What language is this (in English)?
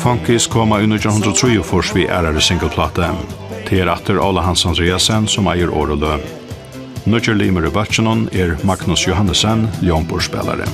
Faroese